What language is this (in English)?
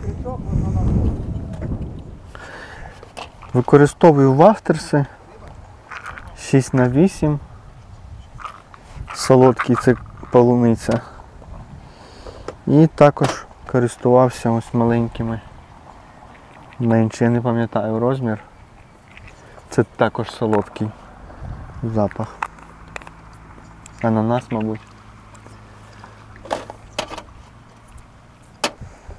Ukrainian